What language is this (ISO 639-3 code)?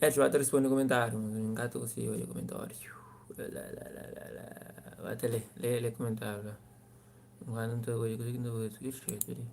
kea